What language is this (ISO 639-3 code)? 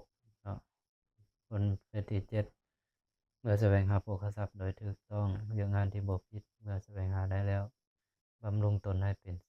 lao